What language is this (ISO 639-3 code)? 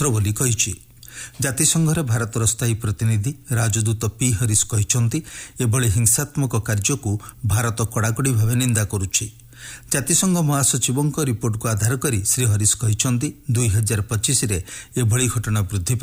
ori